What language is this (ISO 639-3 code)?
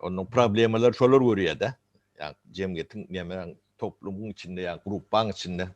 tuk